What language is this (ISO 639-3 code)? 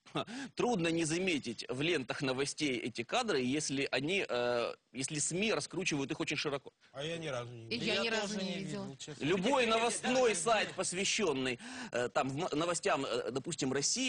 rus